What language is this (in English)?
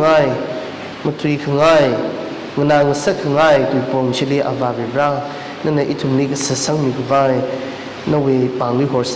Tangkhul Naga (India)